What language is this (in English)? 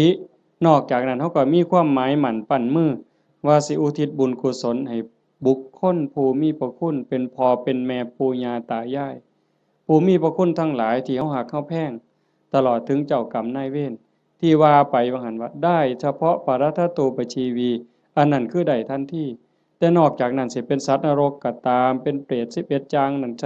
Northeastern Thai